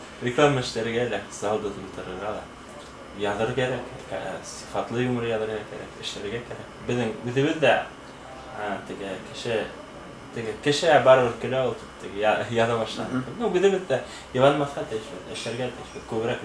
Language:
Bashkir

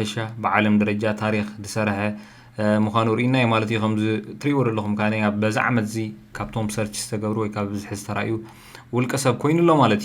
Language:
Tigrinya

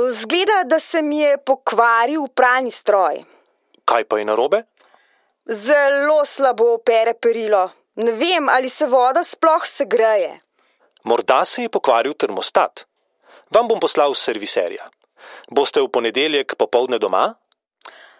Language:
Slovenian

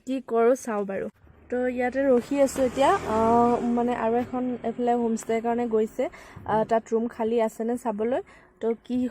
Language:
Assamese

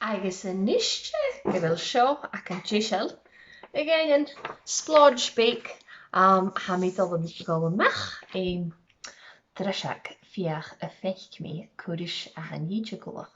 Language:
Scottish Gaelic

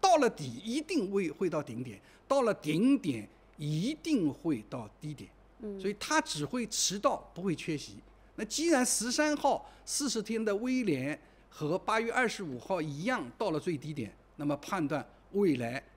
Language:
Chinese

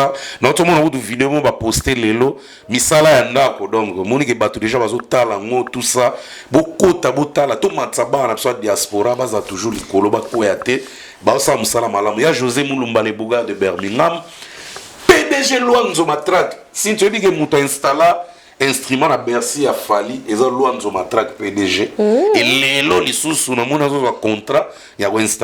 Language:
Lingala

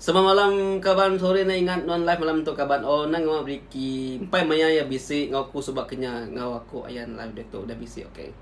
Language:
Iban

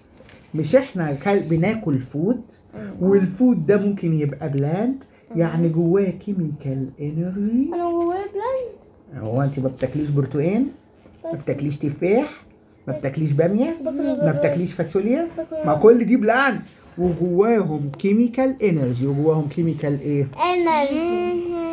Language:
Egyptian Arabic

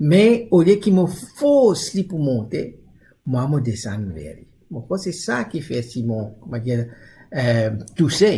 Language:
Morisyen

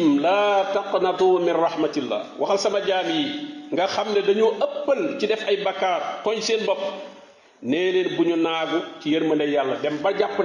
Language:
Wolof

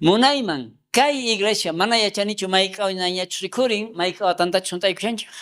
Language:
South Bolivian Quechua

